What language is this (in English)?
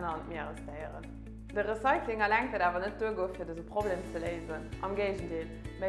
Luxembourgish